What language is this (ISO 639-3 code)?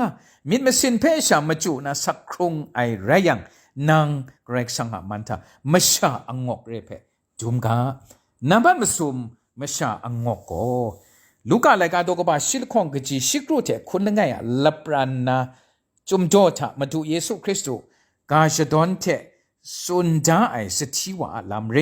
kac